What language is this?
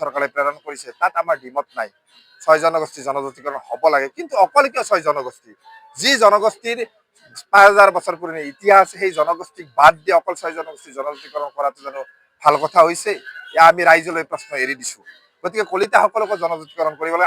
Assamese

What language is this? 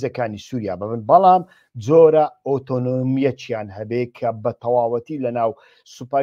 Central Kurdish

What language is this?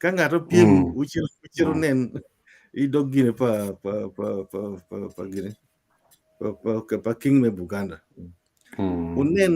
Acoli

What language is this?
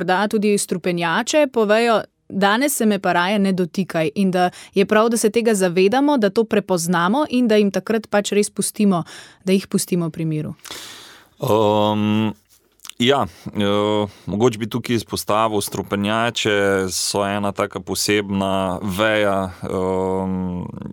Slovenian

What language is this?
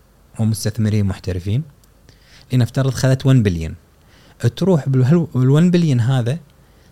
Gulf Arabic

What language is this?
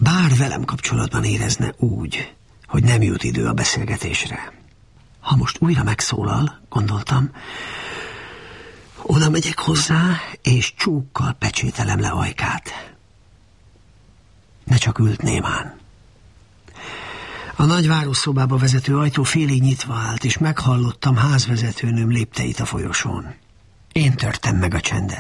Hungarian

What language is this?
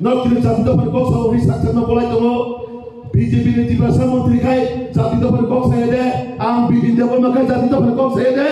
Kok Borok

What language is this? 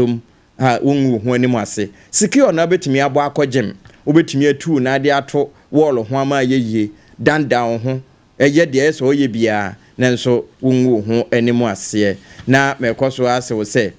Akan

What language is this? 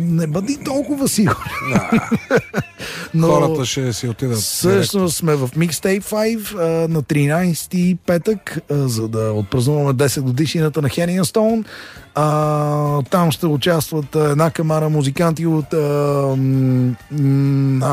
Bulgarian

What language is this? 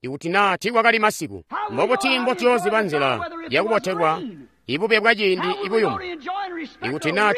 Tonga (Zambia)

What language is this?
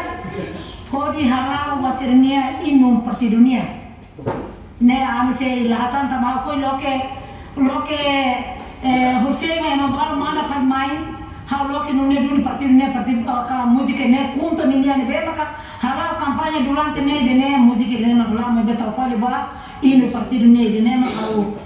Tetum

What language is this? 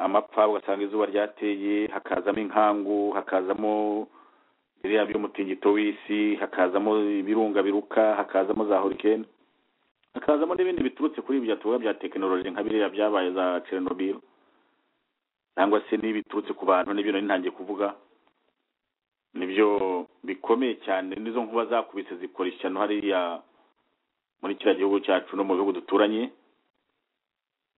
Kinyarwanda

